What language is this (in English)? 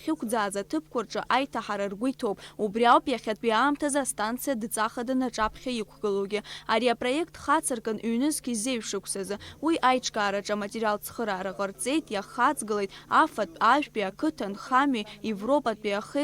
Abkhazian